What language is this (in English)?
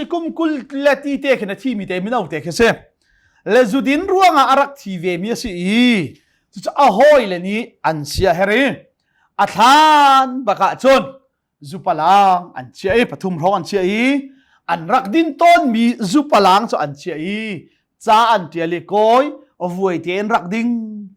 Hakha Chin